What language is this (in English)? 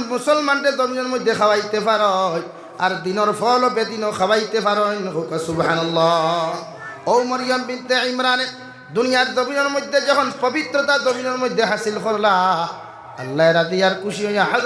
Sylheti